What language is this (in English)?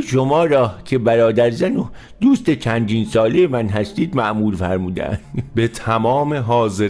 Persian